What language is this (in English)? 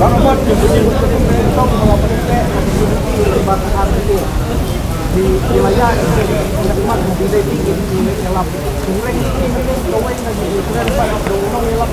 Khasi